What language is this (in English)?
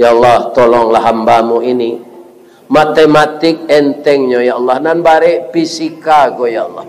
Minangkabau